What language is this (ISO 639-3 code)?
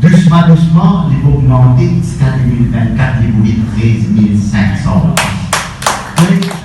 mfe